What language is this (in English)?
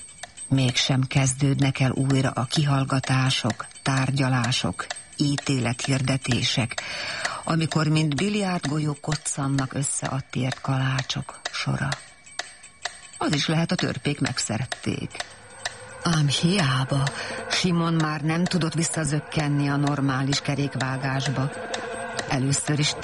Hungarian